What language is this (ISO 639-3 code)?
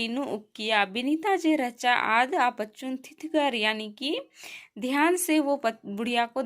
kru